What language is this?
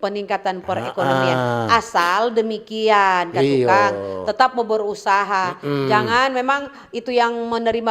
Manado Malay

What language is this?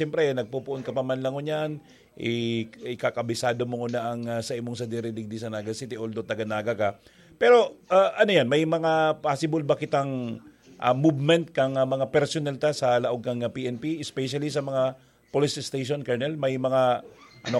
Bikol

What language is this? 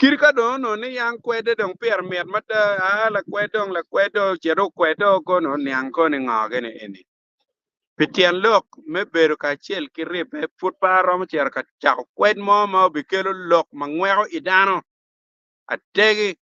Acoli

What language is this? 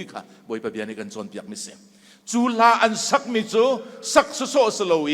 Hakha Chin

